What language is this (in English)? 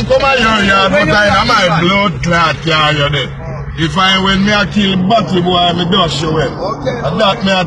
Jamaican Creole English